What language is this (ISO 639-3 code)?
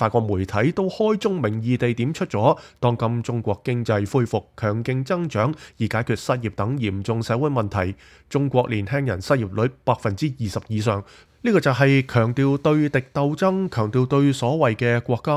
yue